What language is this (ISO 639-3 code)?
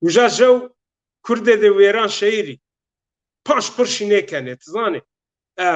zza